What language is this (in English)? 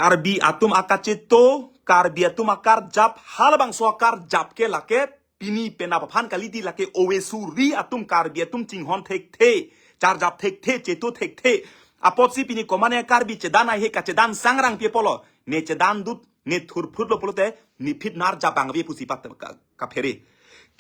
Karbi